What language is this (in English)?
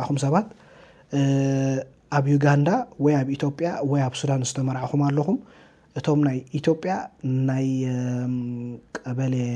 Tigrinya